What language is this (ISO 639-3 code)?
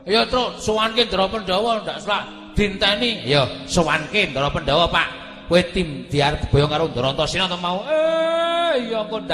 jav